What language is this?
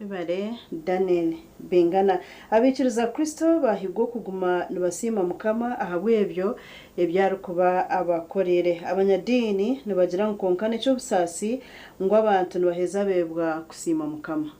Nyankole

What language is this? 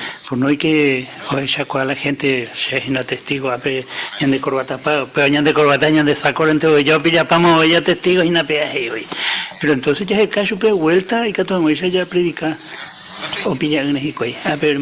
Guarani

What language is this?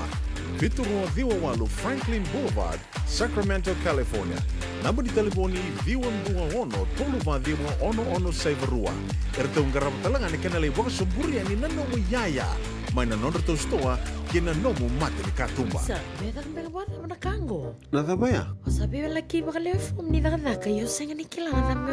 Fijian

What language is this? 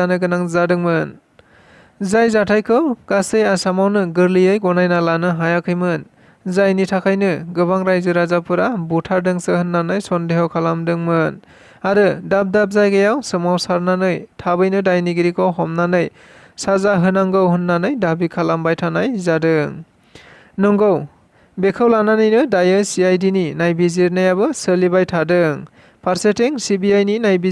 Bodo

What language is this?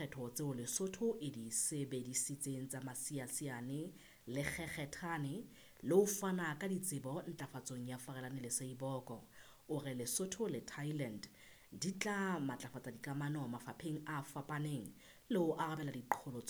Southern Sotho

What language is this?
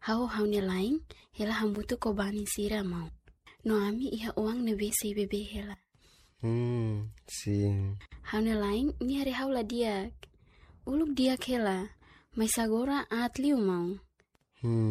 Tetum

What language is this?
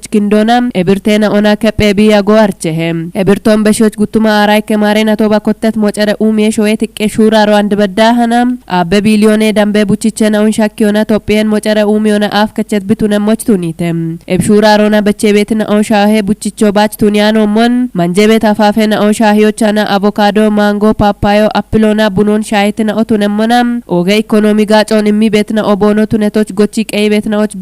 Kafa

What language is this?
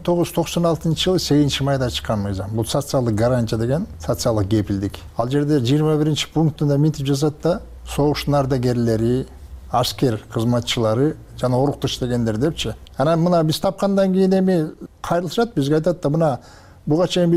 Kyrgyz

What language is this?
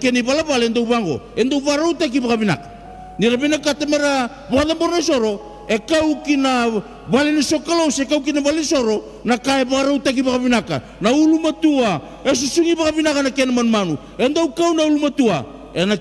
Fijian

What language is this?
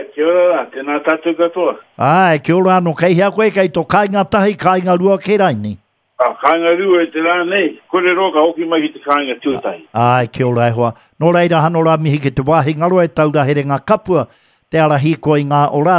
Māori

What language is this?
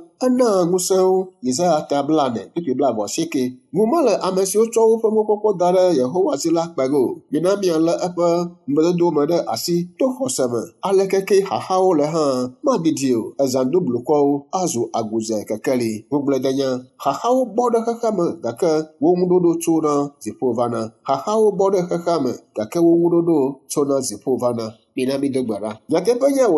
Ewe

